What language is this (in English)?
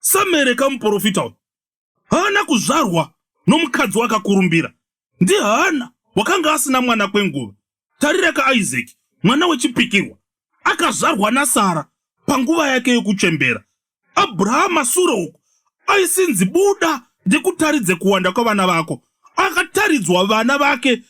Shona